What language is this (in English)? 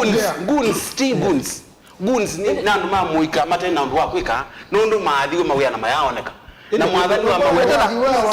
Kamba